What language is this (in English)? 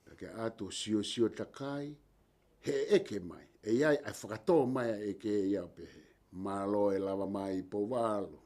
Tongan